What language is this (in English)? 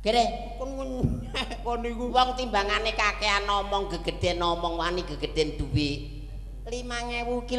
Javanese